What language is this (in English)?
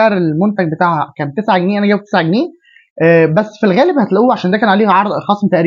Egyptian Arabic